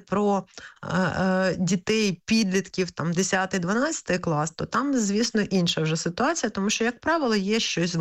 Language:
Ukrainian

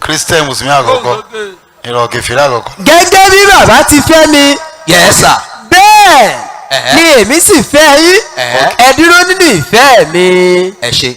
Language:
Yoruba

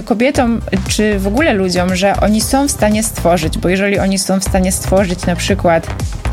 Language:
Polish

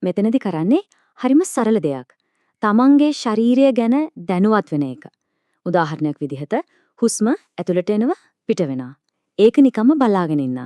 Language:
Sinhala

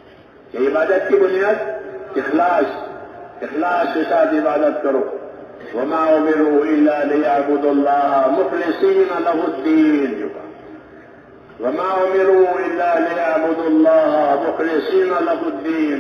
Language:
Urdu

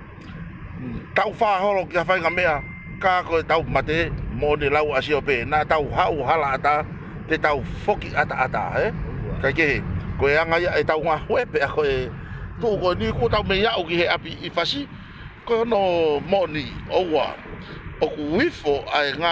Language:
Tongan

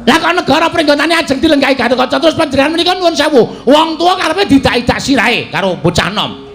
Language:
Javanese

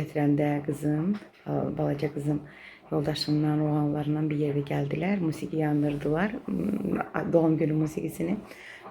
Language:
Azerbaijani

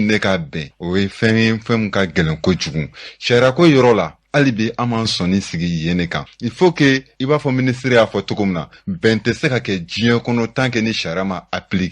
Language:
Bambara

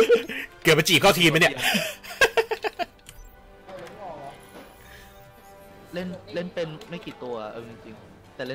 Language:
Thai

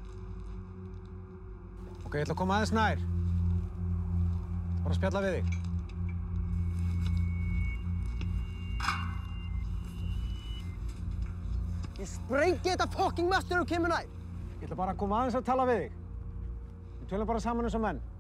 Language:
Icelandic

